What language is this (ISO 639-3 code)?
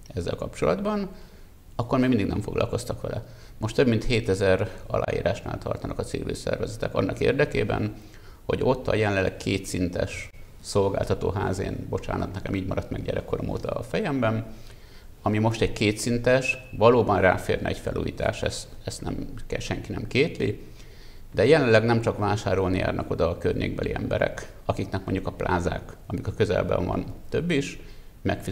hun